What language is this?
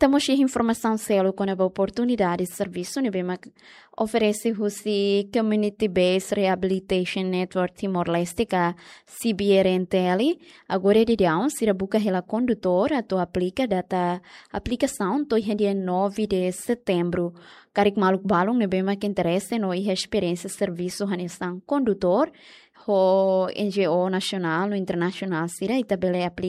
Tetum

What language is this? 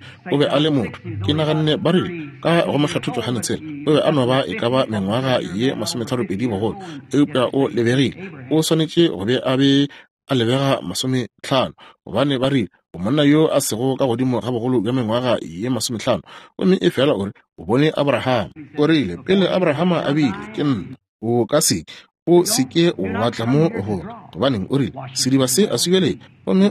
Northern Sotho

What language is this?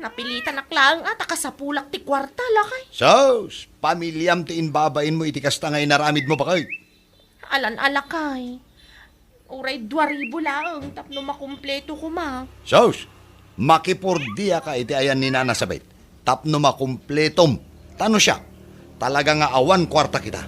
Iloko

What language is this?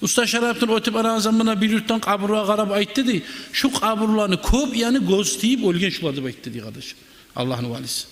Kumyk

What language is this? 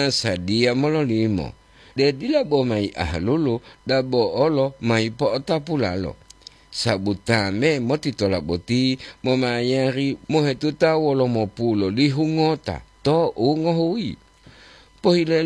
Gorontalo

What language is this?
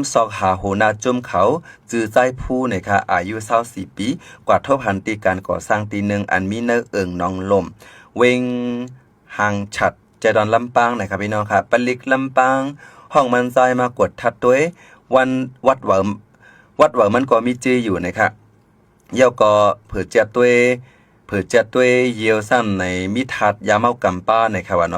Shan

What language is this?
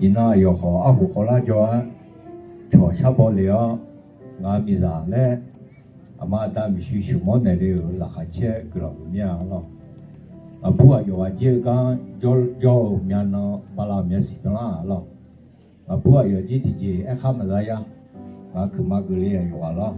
Akha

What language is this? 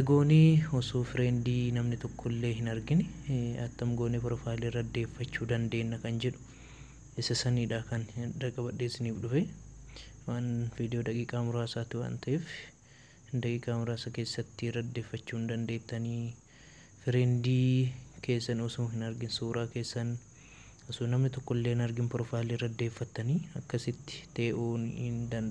Oromo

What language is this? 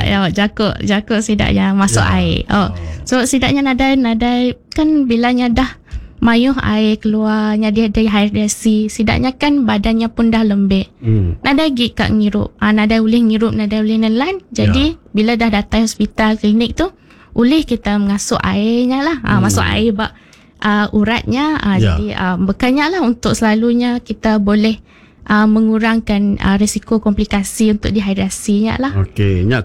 Iban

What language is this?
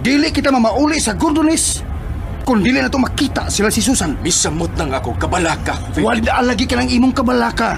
Cebuano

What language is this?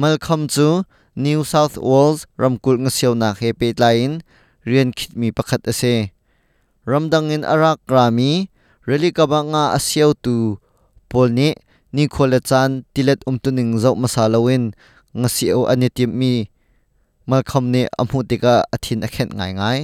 Hakha Chin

